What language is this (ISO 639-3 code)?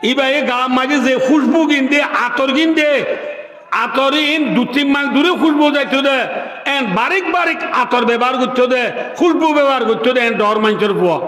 rhg